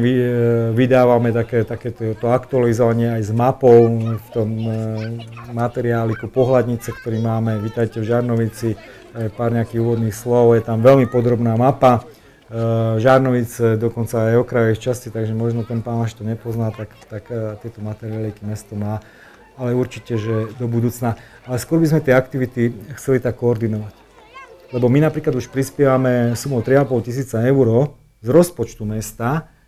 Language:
Slovak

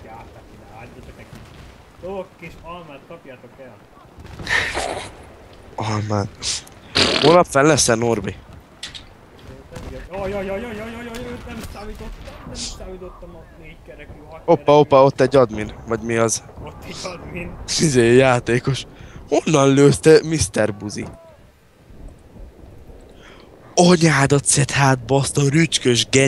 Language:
Hungarian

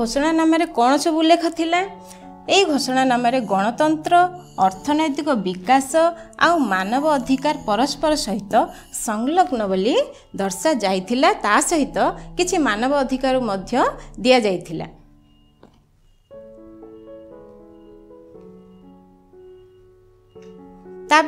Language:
Odia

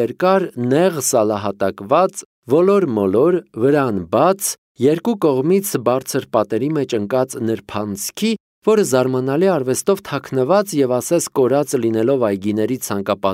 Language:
Armenian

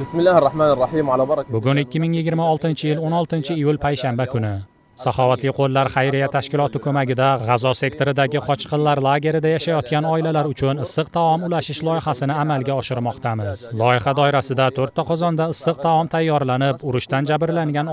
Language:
Uzbek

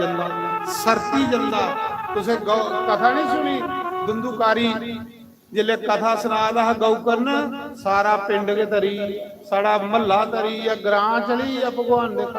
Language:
Dogri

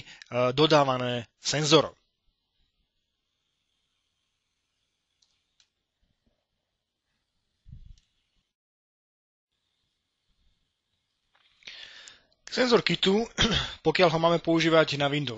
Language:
Slovak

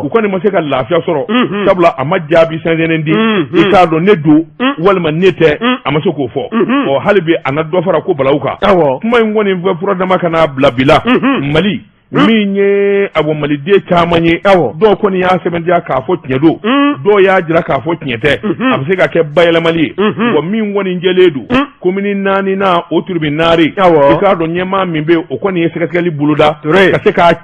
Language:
Bambara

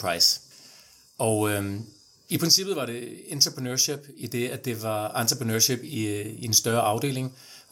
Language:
Danish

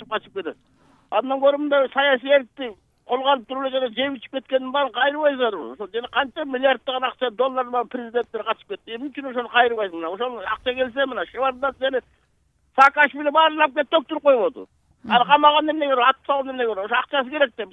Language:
Kyrgyz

